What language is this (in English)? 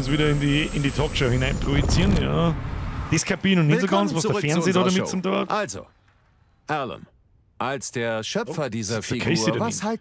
Bavarian